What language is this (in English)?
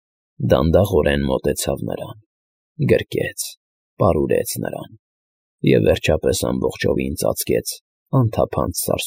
Armenian